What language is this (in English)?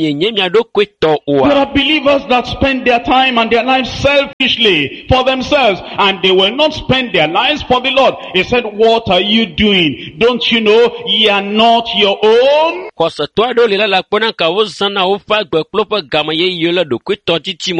Ewe